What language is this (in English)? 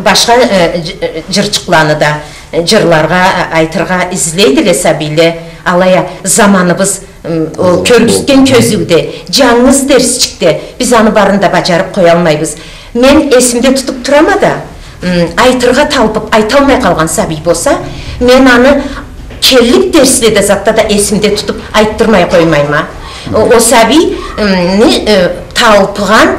Karachay-Balkar